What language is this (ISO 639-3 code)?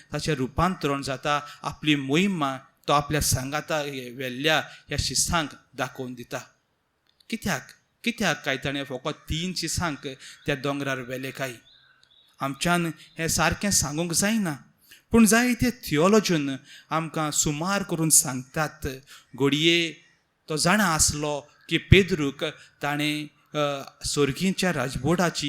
kok